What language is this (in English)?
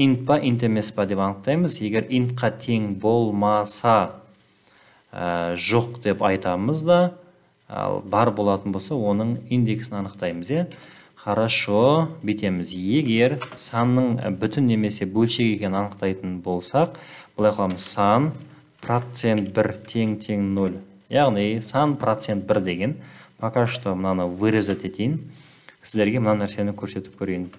Kazakh